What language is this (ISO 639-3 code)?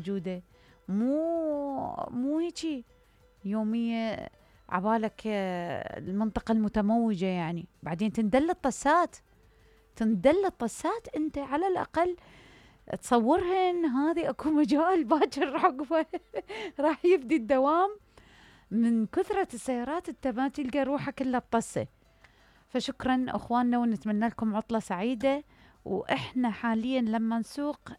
acm